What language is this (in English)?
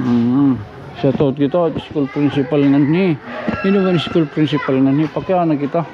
Waray